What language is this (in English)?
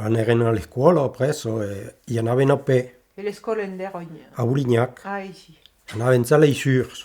Occitan